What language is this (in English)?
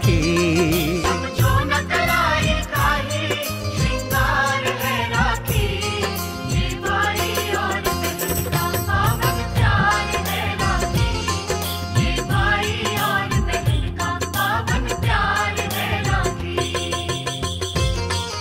Hindi